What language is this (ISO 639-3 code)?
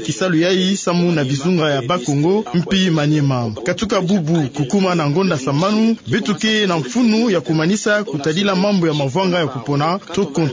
ktu